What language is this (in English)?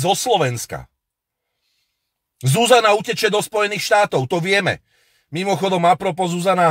Slovak